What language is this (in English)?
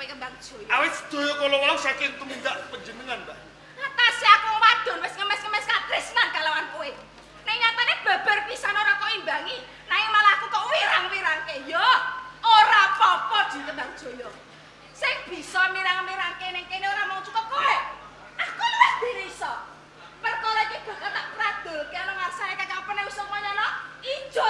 Javanese